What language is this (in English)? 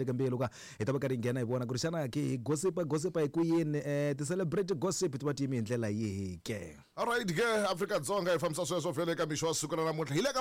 Tsonga